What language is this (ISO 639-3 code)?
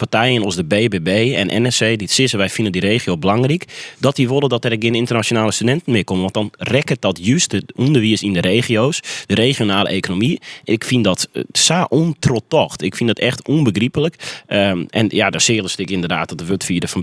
fry